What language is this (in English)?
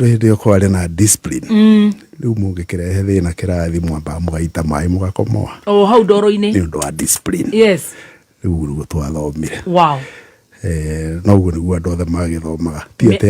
Kikuyu